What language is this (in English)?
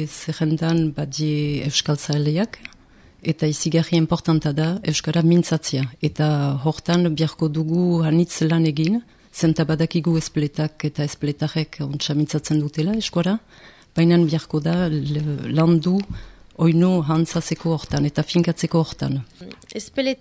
Basque